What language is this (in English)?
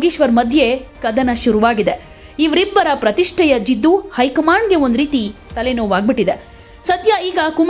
Kannada